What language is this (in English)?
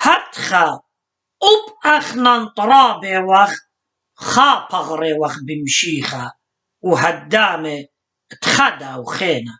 Assyrian Neo-Aramaic